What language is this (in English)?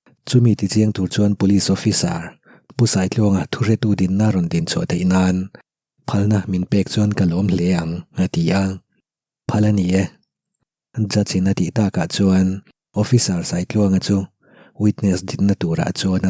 Mizo